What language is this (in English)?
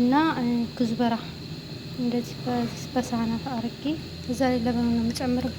Amharic